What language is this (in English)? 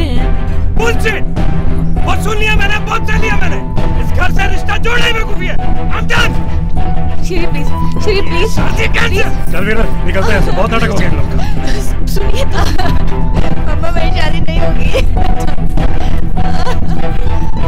Hindi